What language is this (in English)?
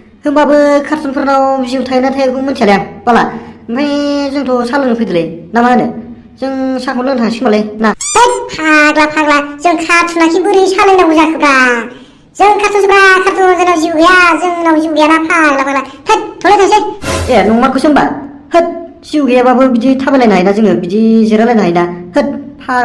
Bodo